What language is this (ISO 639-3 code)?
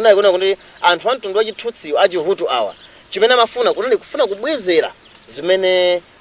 nya